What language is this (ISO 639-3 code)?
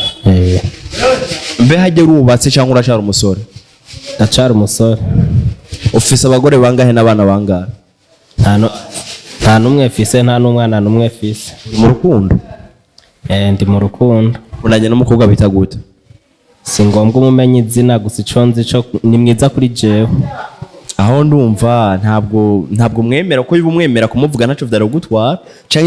run